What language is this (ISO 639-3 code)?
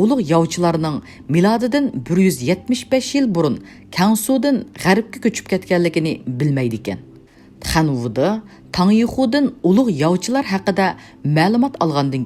uig